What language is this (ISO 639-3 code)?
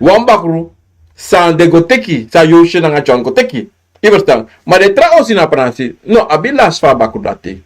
srn